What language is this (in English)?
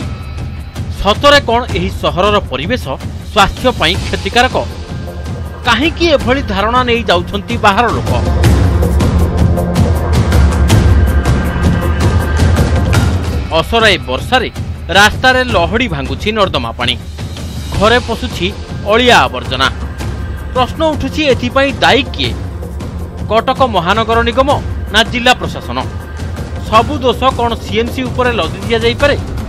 Odia